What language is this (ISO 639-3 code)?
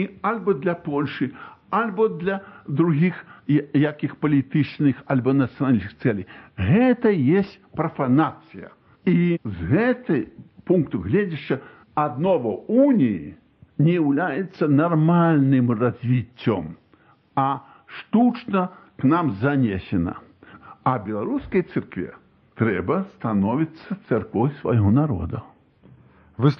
bel